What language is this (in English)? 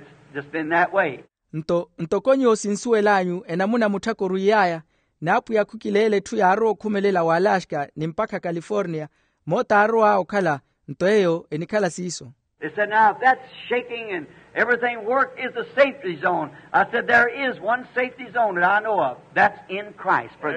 Makhuwa